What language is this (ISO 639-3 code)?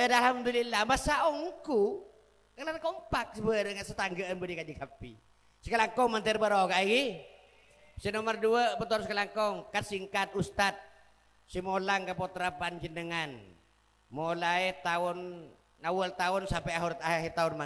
mad